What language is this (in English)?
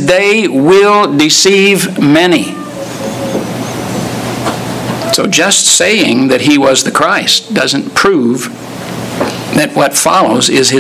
English